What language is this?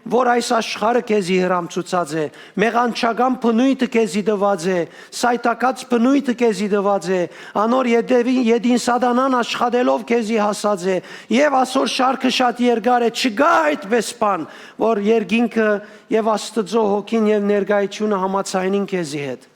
Western Armenian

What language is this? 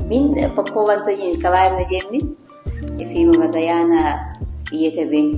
Yakut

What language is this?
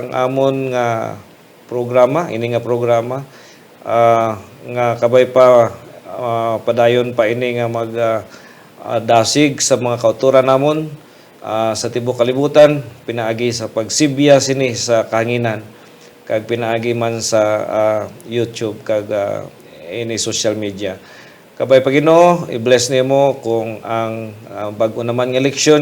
Hiligaynon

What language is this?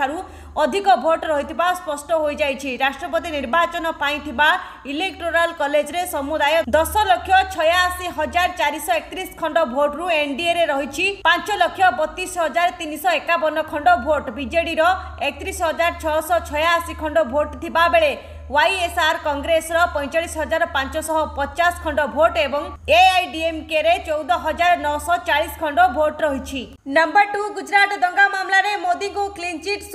Odia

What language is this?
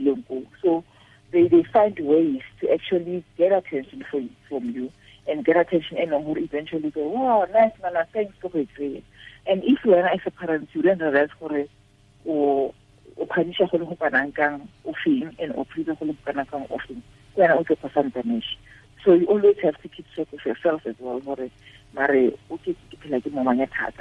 Tswana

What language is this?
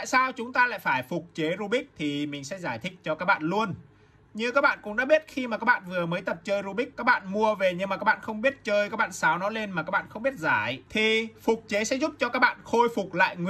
Vietnamese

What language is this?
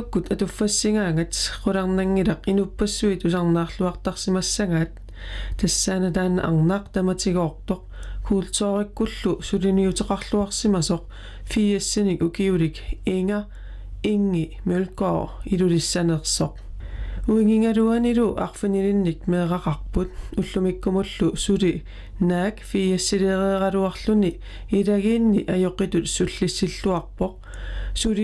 Kalaallisut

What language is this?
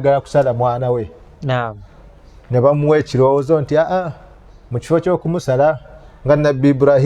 Ganda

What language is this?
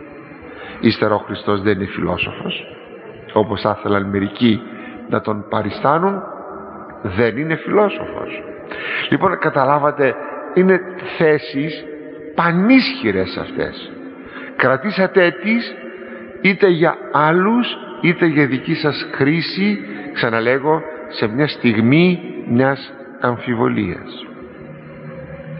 Greek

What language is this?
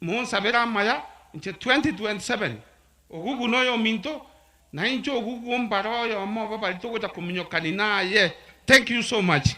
Gusii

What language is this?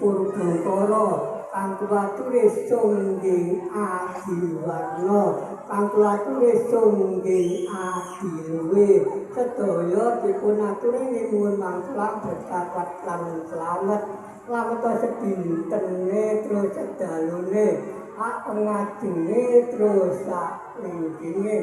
Javanese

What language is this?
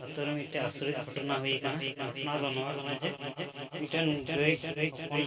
Santali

